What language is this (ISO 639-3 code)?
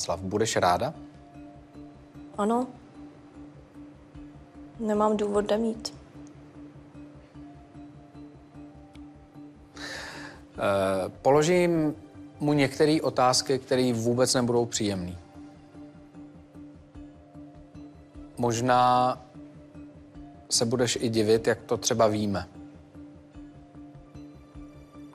ces